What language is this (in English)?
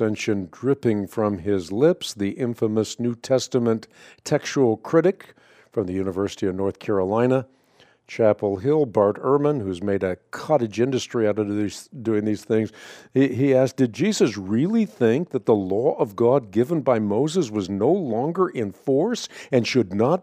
English